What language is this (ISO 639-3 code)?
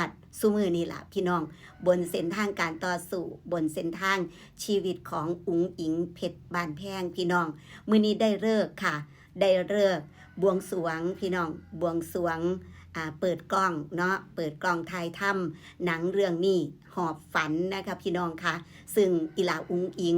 tts